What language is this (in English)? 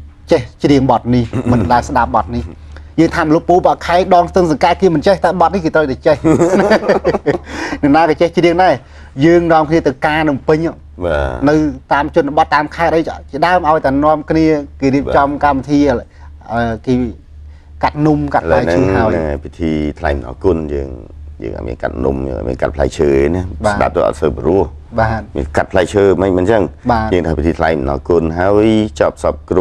Khmer